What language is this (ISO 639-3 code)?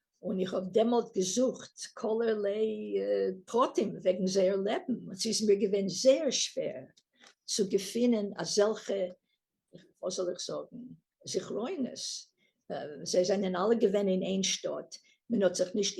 yid